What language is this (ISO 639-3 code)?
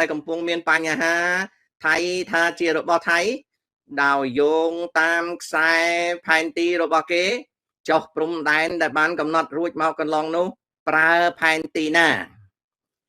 khm